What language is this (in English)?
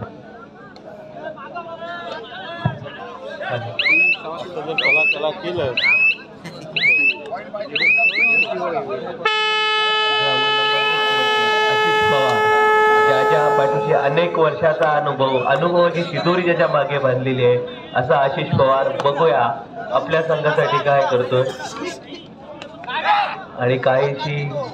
Marathi